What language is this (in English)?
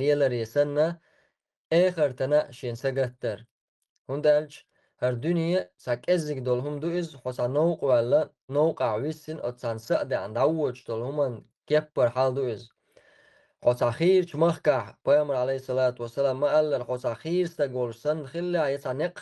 Chechen